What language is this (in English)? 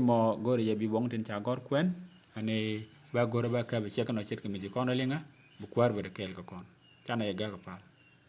Nuer